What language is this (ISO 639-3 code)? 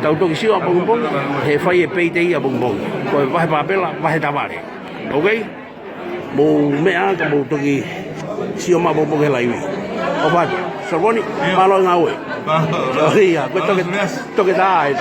ton